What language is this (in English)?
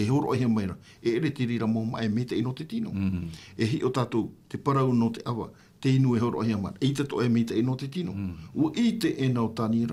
Tahitian